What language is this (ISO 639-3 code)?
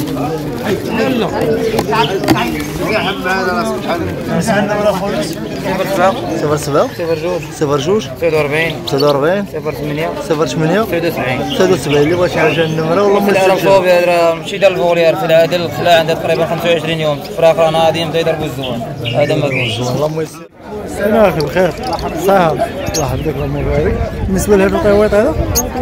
ary